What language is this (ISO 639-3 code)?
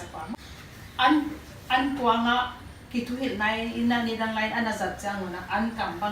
pck